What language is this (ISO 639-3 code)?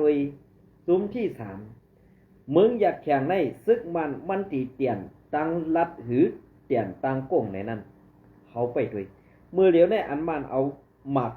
shn